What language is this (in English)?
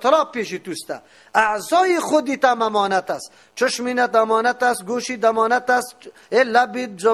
Persian